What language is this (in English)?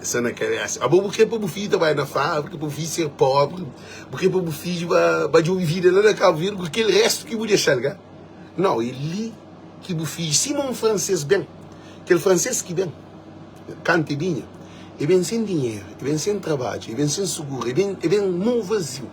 Kabuverdianu